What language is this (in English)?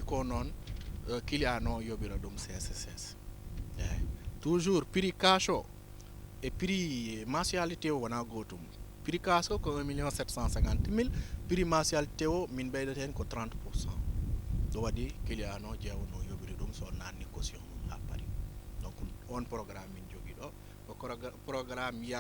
Fula